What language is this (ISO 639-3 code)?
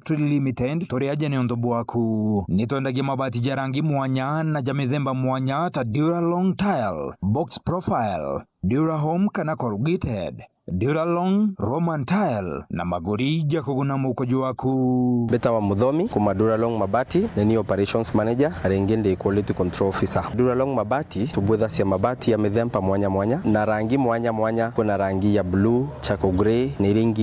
mer